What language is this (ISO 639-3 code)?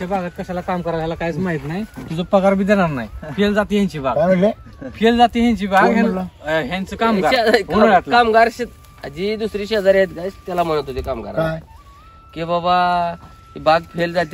mar